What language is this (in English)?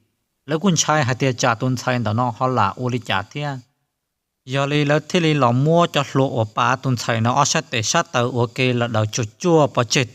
Hmong